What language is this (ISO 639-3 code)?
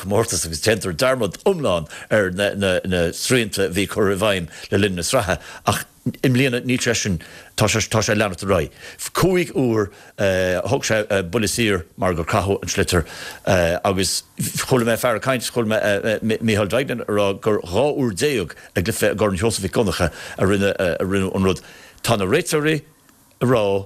gle